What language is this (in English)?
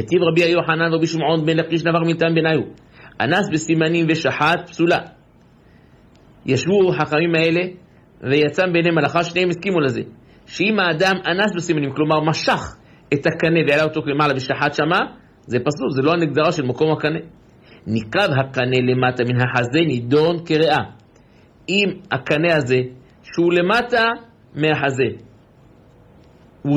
Hebrew